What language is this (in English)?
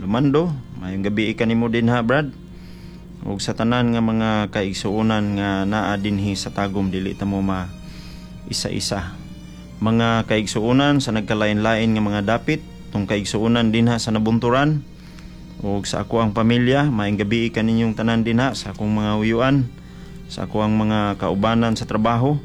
Cebuano